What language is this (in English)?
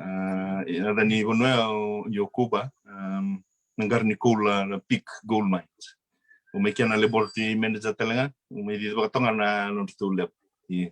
Fijian